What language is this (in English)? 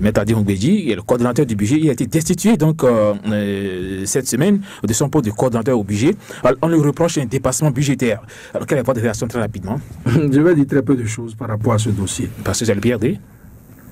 French